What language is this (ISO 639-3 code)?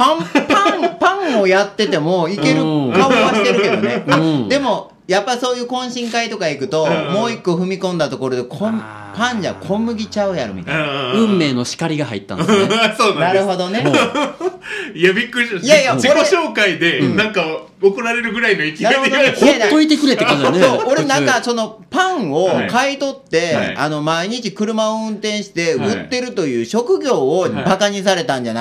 jpn